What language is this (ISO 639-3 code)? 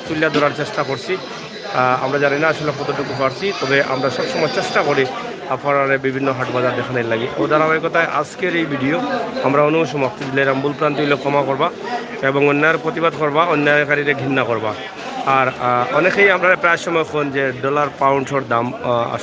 syl